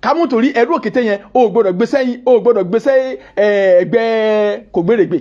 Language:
Yoruba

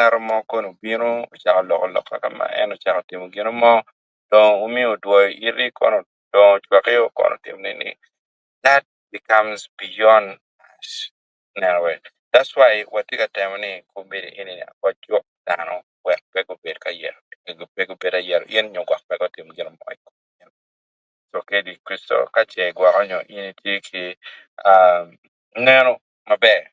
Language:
Acoli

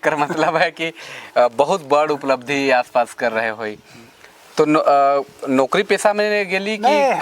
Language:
Sadri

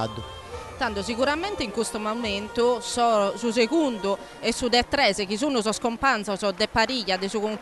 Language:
Sardinian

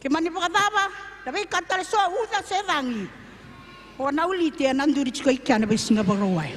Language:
Fijian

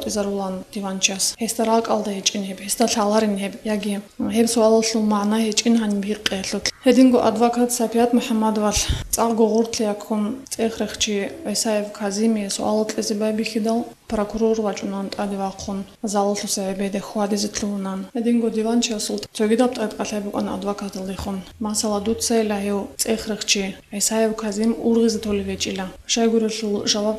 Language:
Avaric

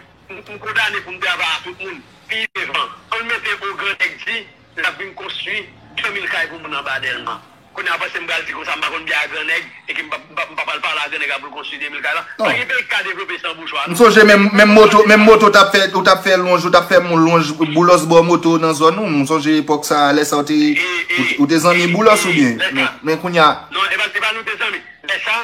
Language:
Haitian Creole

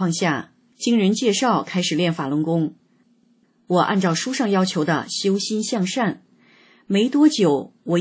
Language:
Chinese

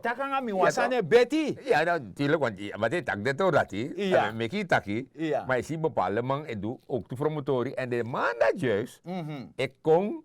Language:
Sranan Tongo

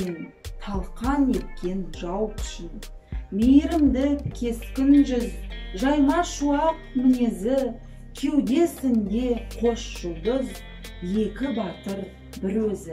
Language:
Kazakh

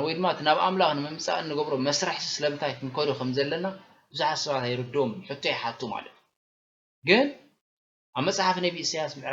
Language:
Tigrinya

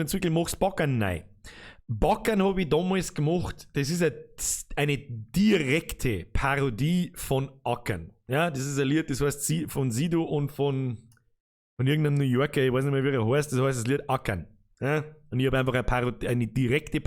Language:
Bavarian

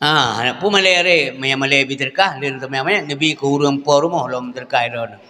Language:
Achinese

